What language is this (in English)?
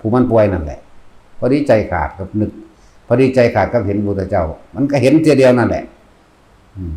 Northeastern Thai